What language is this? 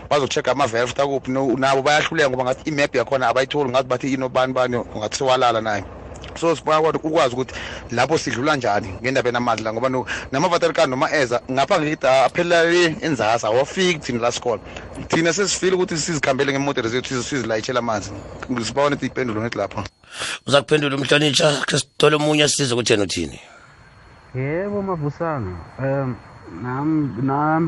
South Ndebele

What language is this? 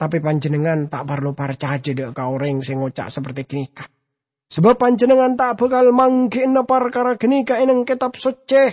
Madurese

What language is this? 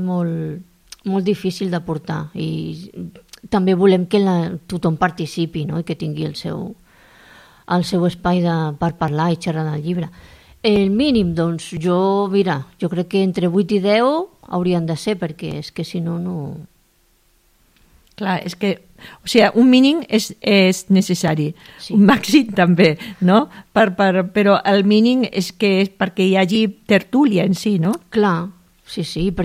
Catalan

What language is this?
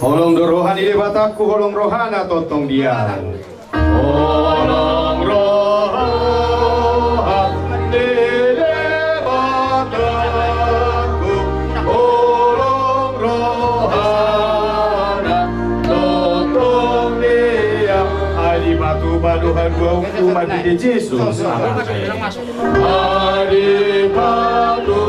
Batak Toba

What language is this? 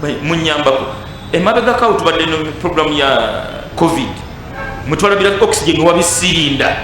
Ganda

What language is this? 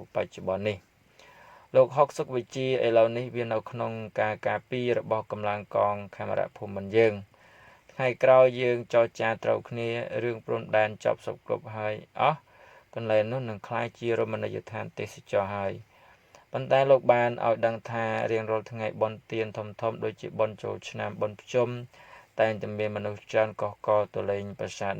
Khmer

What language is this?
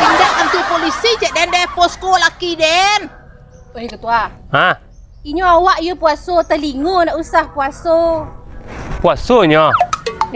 Minangkabau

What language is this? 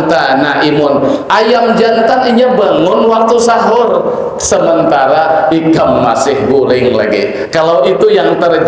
Banjar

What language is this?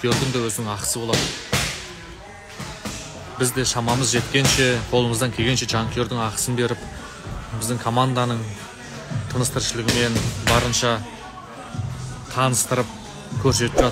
Kazakh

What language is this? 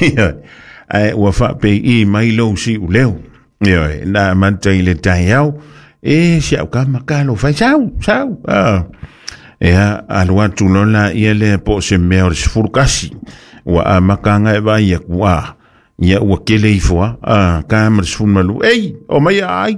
Samoan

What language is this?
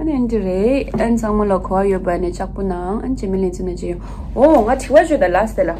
Tibetan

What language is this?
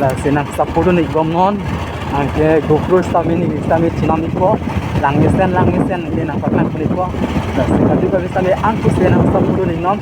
Karbi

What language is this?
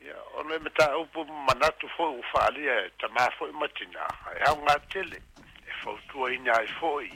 Samoan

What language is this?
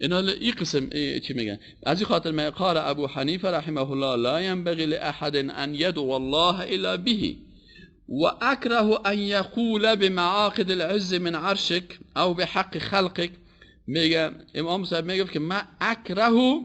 Persian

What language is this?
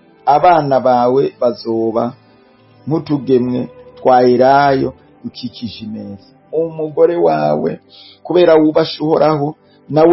Rundi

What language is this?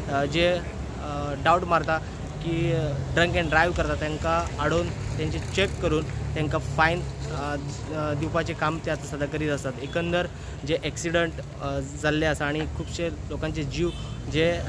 Konkani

